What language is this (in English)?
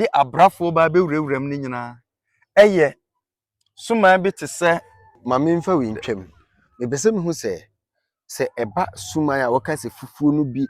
Akan